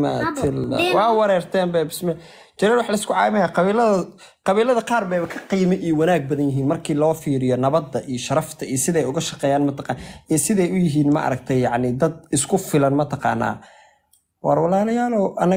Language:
Somali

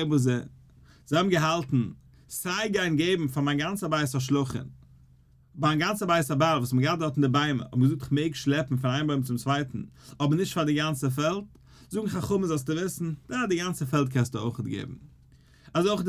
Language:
Yiddish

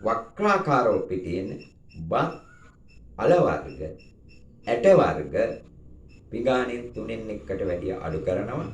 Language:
Sinhala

